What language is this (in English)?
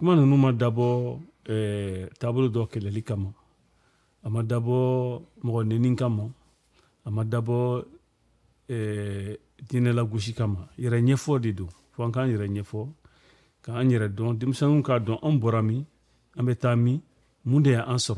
Bambara